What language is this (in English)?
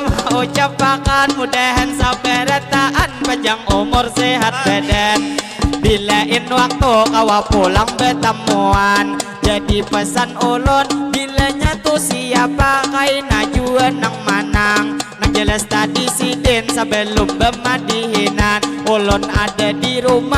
Banjar